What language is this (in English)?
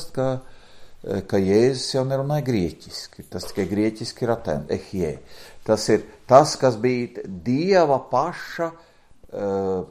Latvian